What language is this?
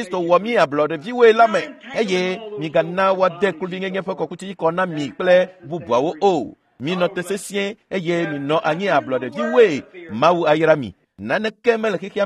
Ewe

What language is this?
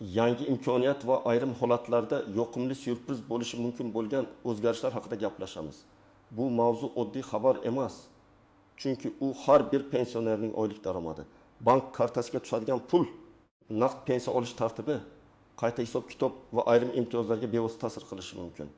Uzbek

